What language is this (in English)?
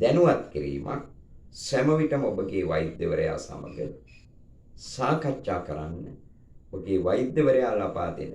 Sinhala